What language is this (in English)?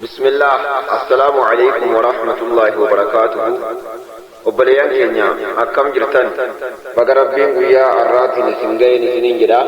Oromo